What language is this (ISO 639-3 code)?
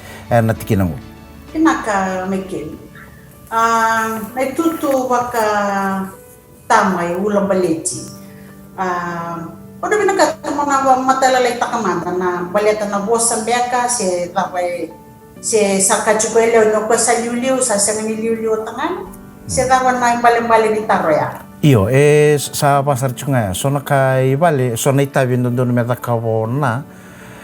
fij